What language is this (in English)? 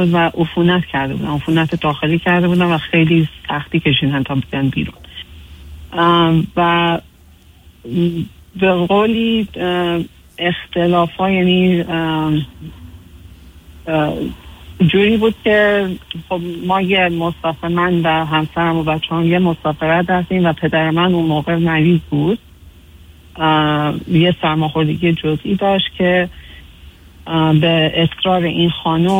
Persian